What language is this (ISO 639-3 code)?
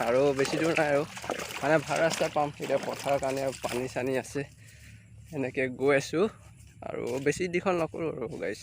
asm